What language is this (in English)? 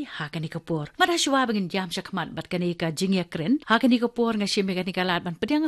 Khasi